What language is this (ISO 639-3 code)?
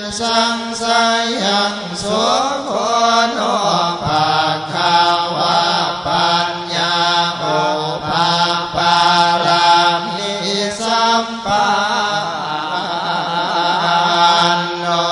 pli